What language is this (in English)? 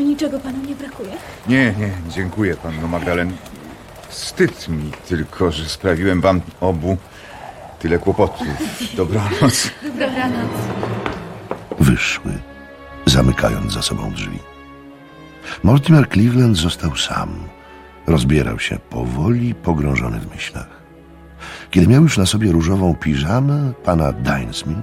Polish